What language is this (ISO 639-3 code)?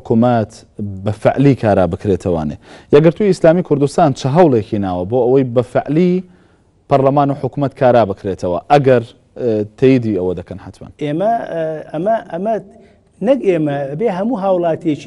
ckb